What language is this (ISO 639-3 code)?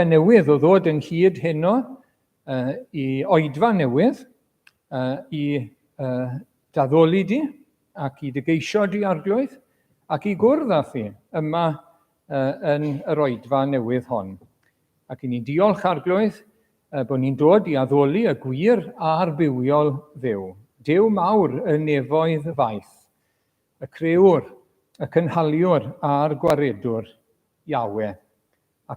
cym